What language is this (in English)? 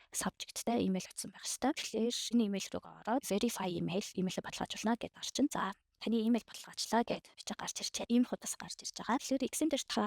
Mongolian